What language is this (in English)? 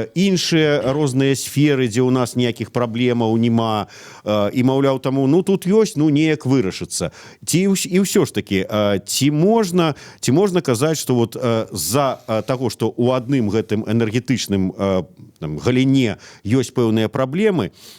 Belarusian